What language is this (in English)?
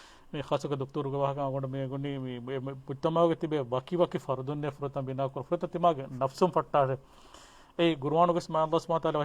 Divehi